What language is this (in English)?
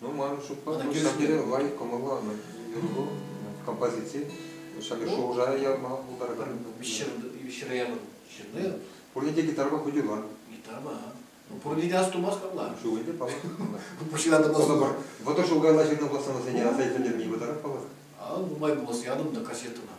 Chuvash